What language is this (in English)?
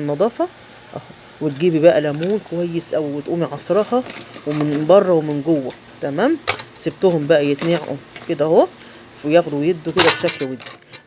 Egyptian Arabic